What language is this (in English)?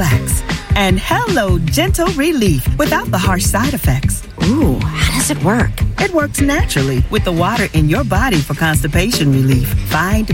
English